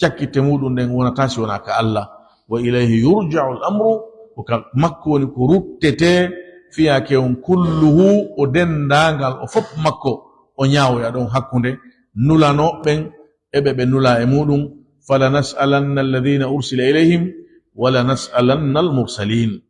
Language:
Fula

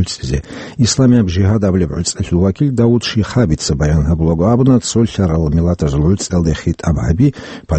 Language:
Avaric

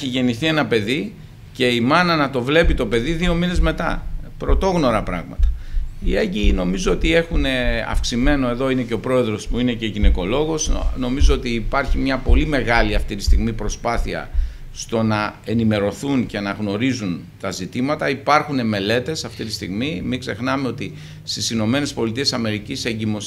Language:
Greek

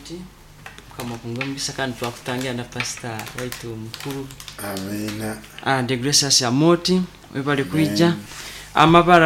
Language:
Nyoro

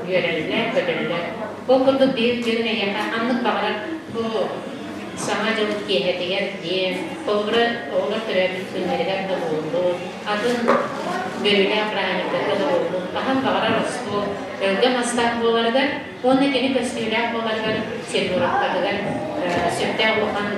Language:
Yakut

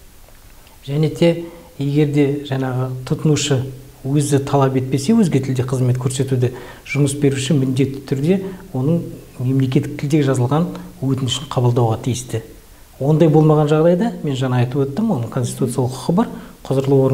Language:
Kazakh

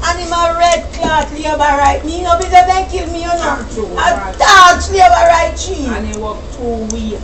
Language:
Jamaican Creole English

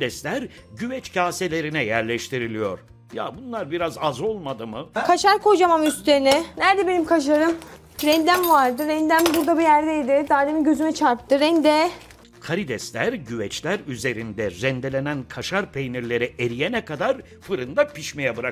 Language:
Turkish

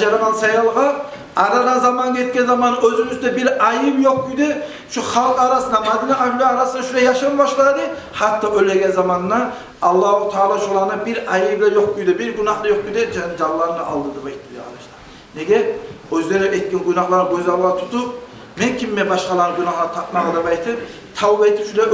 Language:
Kumyk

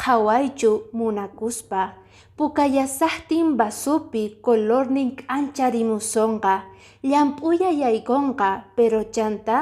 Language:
Quechua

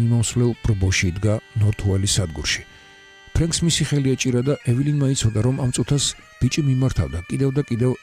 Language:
Georgian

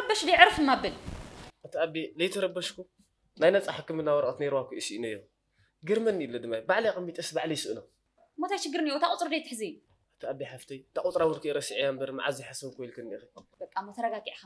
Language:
Tigrinya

